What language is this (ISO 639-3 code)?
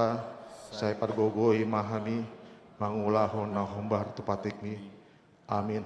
bbc